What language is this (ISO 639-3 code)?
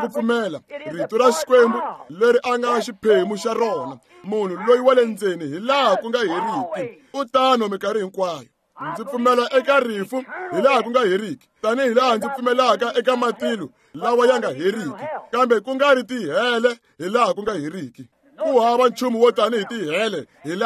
tso